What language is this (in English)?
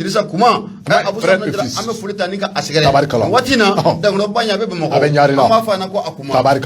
Bambara